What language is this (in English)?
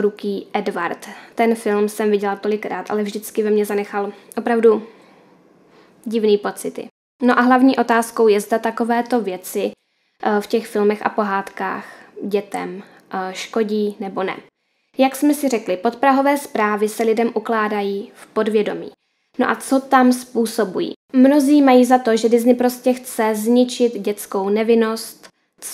Czech